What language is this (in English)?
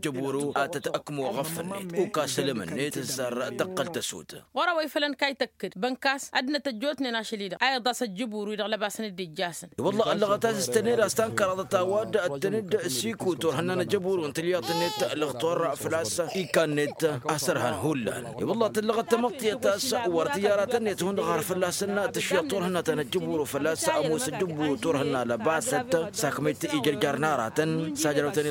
Tamasheq